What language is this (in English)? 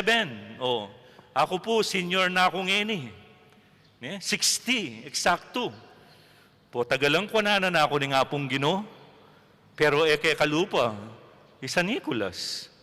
Pampanga